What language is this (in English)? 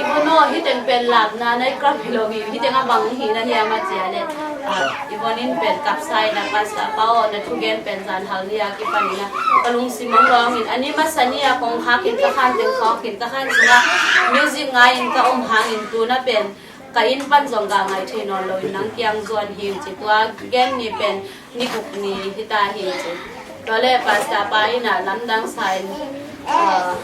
Tedim Chin